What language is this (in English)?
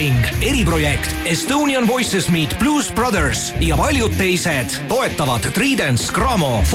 Estonian